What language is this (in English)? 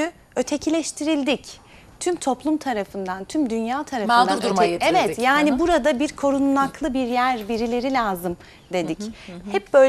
Turkish